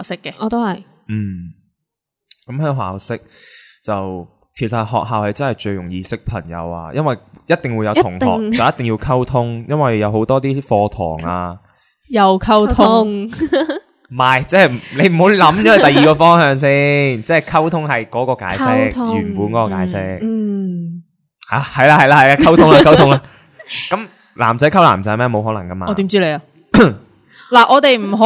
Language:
Cantonese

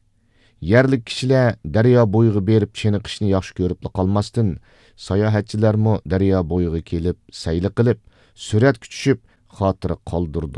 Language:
Uyghur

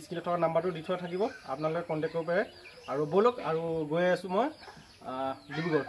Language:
Assamese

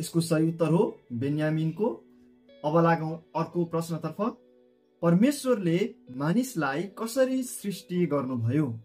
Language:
Nepali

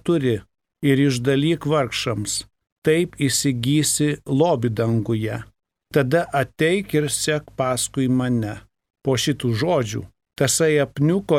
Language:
Lithuanian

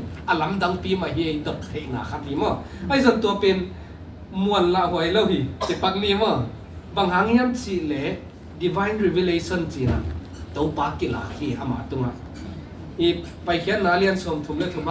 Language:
Tedim Chin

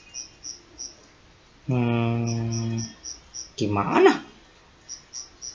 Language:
Indonesian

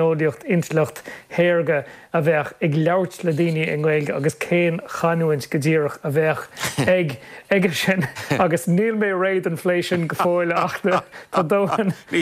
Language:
Irish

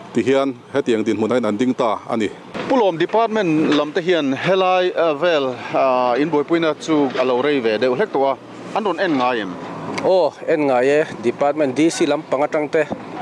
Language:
Mizo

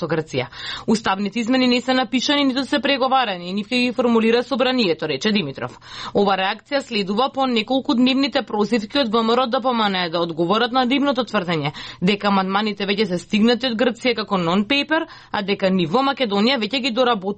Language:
Macedonian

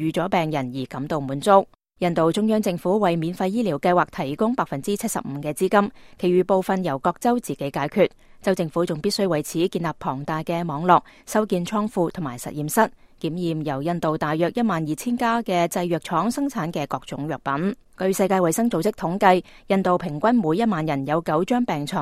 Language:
Cantonese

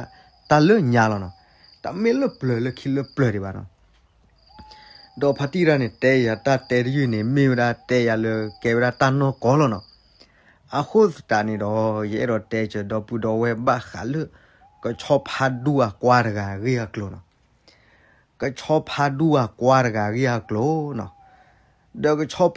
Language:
S'gaw Karen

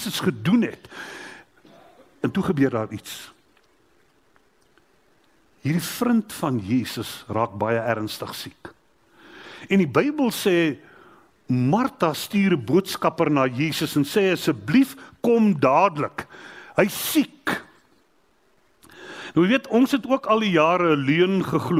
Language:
Afrikaans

